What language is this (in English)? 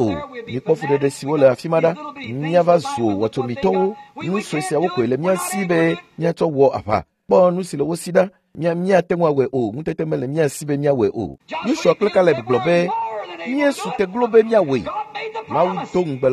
Ewe